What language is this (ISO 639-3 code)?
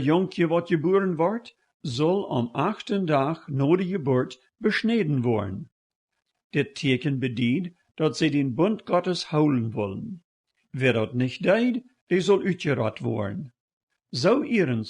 pdt